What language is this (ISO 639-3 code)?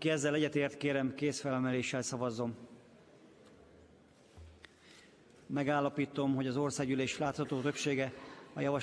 hun